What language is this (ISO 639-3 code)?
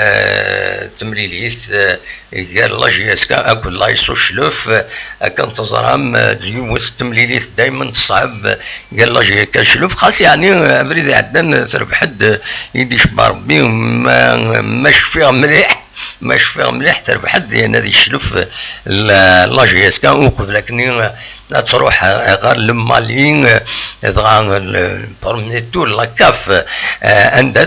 kab